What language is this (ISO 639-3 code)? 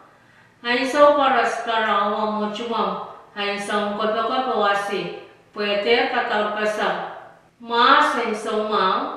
pon